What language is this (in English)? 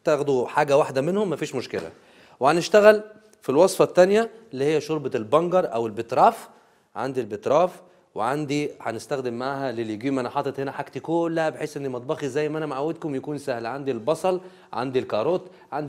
Algerian Arabic